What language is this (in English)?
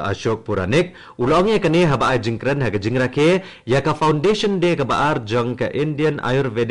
Khasi